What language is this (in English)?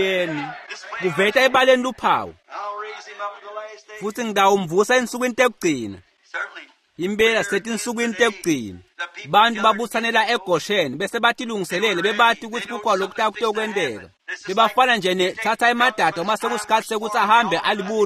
Swati